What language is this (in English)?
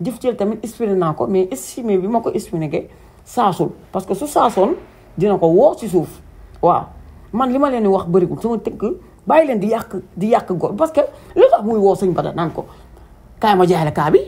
Wolof